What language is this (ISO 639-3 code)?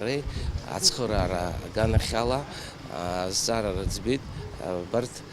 abk